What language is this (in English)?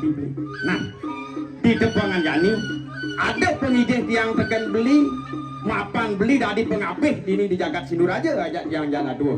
Balinese